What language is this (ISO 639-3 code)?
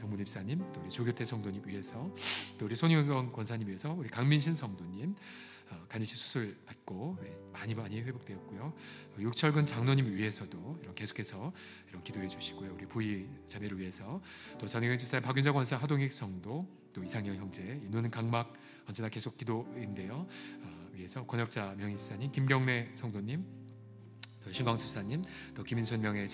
kor